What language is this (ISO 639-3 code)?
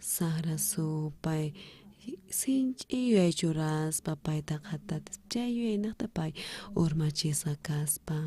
quh